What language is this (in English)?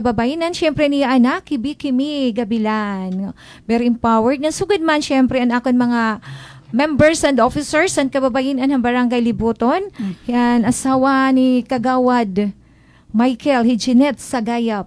Waray